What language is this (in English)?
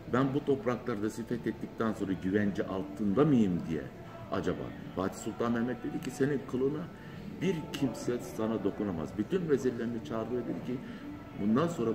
Turkish